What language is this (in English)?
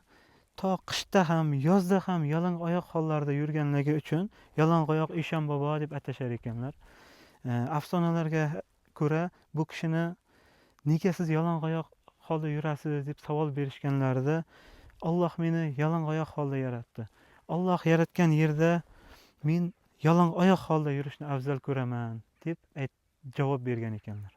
Uzbek